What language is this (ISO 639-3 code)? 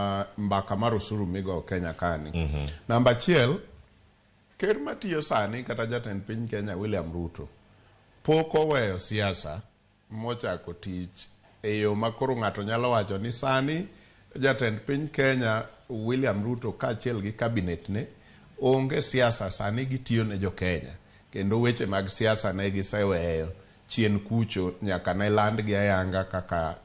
luo